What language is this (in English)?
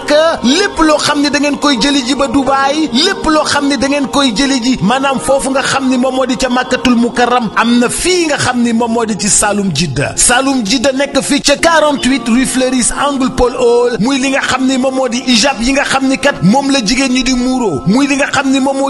Wolof